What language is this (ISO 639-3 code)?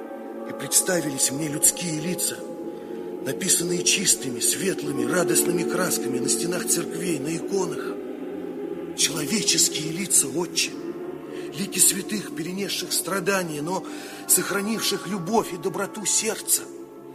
rus